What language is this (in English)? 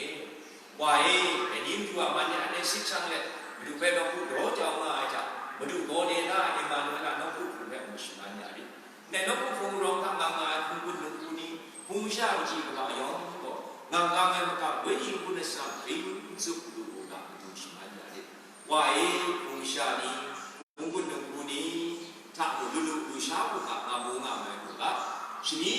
Kachin